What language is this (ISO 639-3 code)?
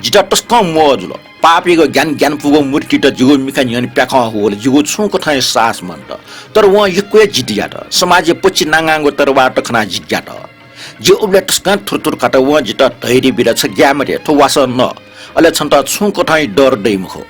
new